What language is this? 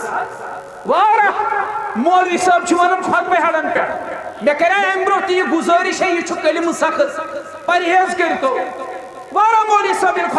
Kashmiri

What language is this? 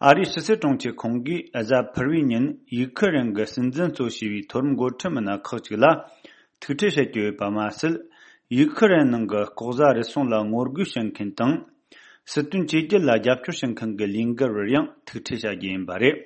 Tibetan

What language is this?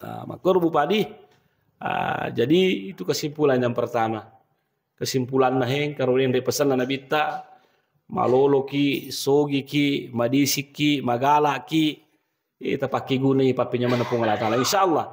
Buginese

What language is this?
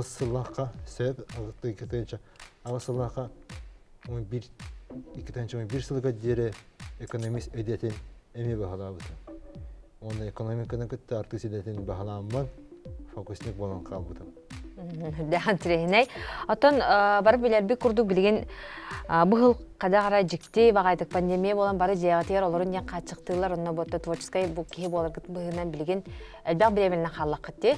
Yakut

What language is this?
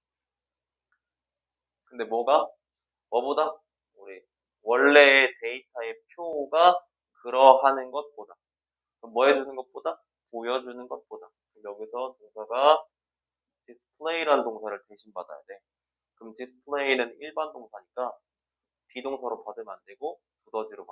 Korean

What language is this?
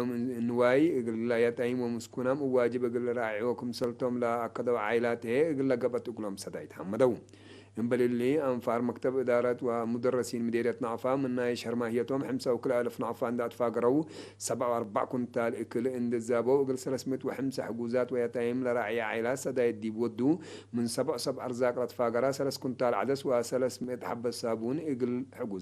Tigre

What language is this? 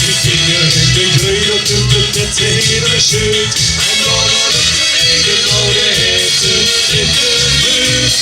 Limburgish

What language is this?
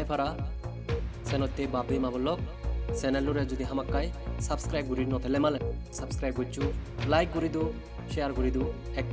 Chakma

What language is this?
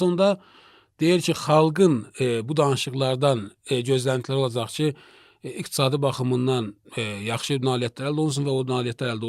Azerbaijani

